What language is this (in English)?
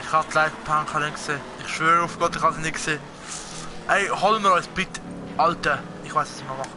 Swiss German